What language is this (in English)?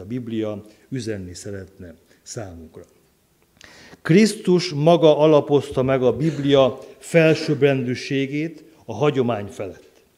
Hungarian